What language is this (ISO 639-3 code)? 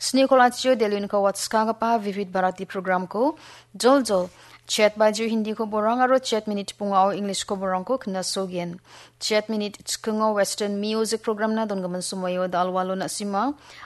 grt